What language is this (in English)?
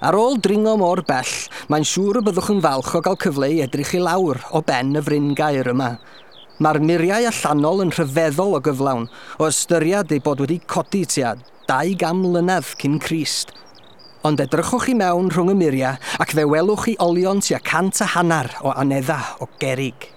Welsh